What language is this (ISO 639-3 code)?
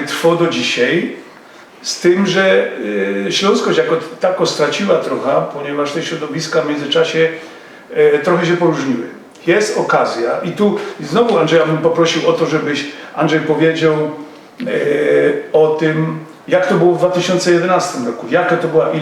szl